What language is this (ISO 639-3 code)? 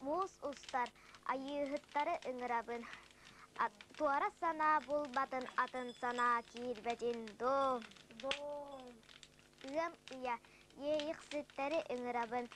sah